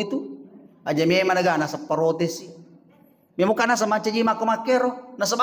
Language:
Buginese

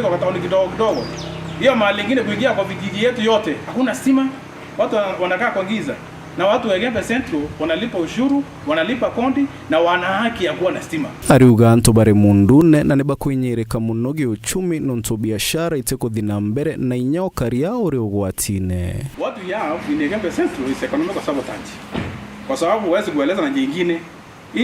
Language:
Meru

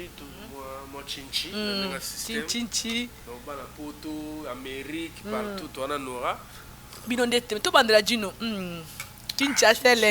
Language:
Lingala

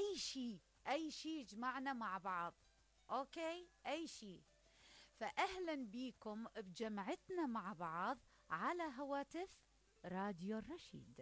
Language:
Mesopotamian Arabic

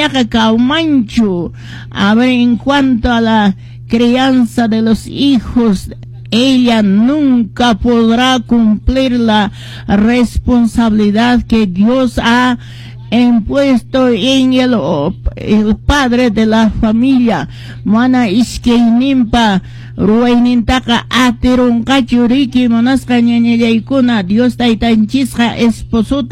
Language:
Quechua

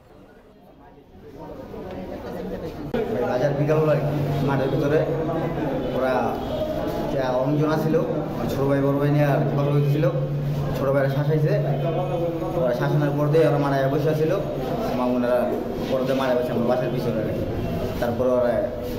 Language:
Bangla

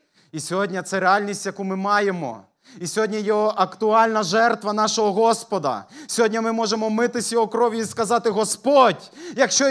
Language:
Ukrainian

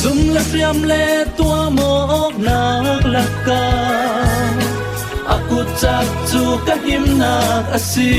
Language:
Falam Chin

